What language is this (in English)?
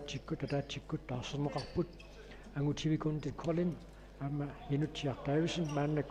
Kalaallisut